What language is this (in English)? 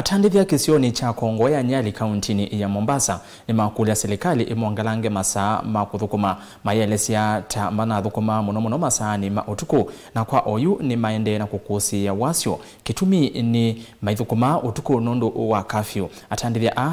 Kamba